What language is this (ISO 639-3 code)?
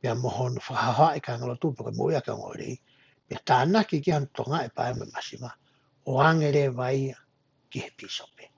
ton